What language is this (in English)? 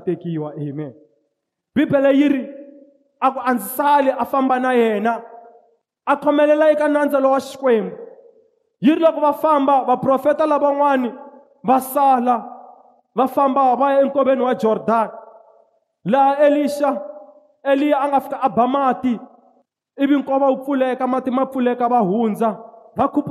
Tsonga